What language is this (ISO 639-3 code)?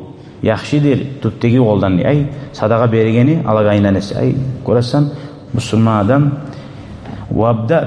kum